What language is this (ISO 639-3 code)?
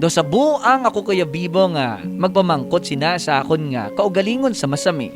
hil